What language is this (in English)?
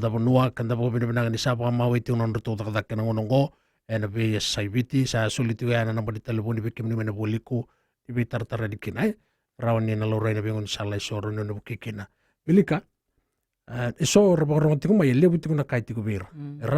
Fijian